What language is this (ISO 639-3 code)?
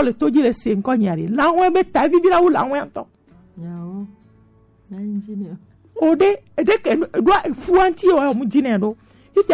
gej